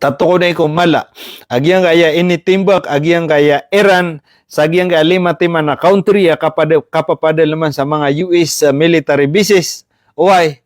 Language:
Maranao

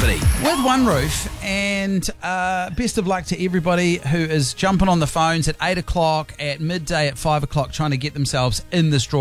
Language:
English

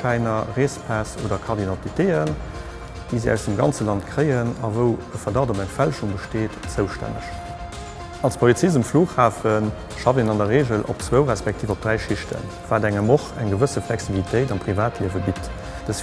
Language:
Luxembourgish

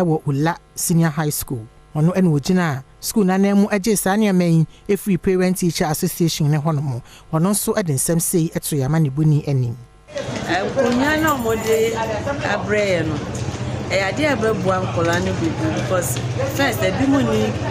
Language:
Akan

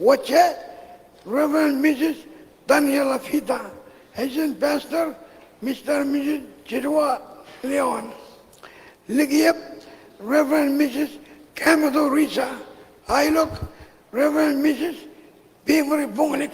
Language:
Marshallese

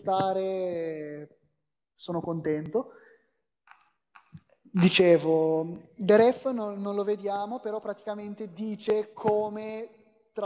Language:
Italian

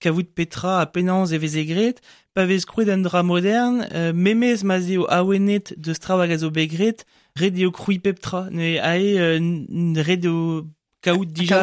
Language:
Breton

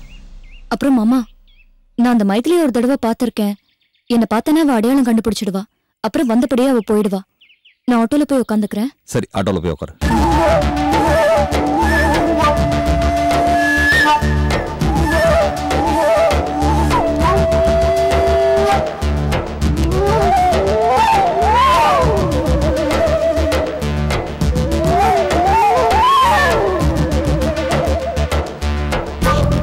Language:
Tamil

